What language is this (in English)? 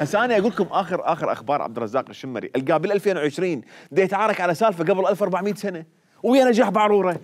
Mesopotamian Arabic